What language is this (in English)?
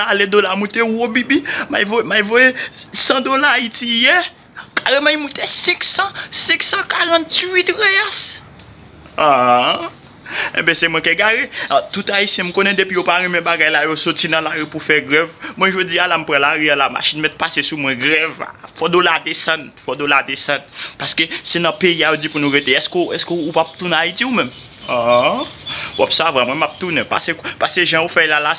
Haitian Creole